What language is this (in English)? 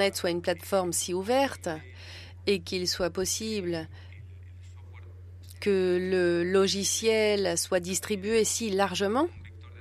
French